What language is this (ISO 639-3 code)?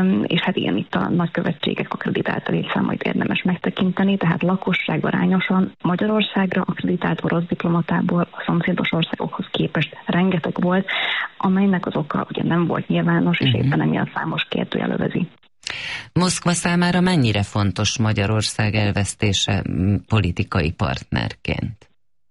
hun